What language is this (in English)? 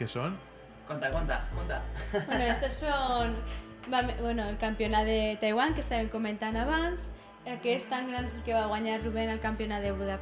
Catalan